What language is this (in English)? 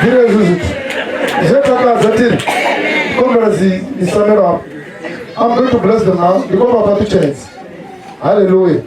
Venda